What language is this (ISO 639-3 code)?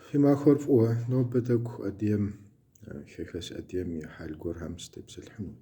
kbd